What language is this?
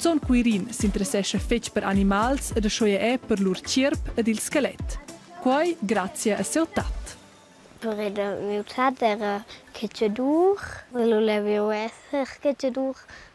Romansh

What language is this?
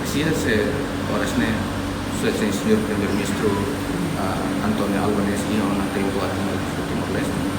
Tetum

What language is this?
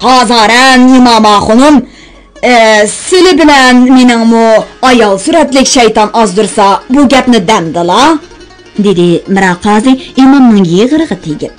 Uyghur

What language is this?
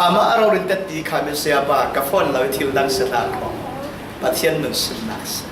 Falam Chin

